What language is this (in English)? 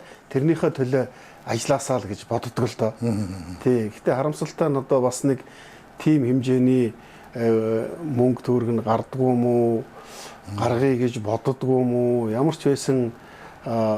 Mongolian